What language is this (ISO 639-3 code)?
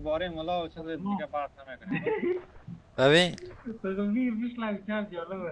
fas